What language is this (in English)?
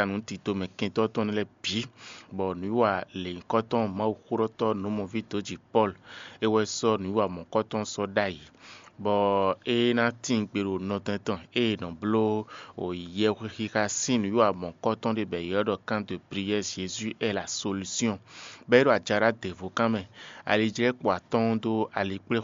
Fon